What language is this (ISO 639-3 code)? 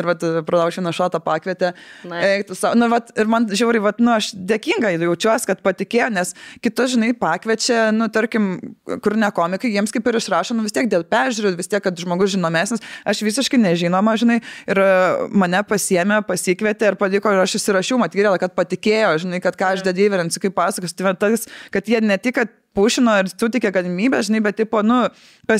lit